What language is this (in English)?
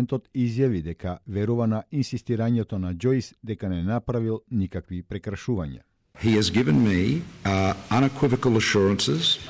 Macedonian